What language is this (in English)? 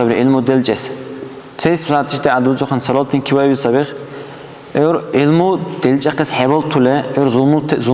Dargwa